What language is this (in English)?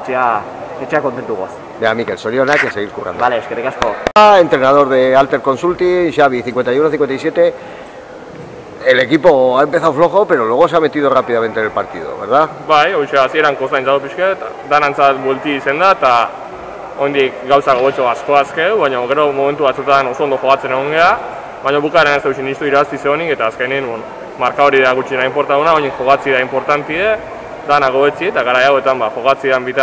Basque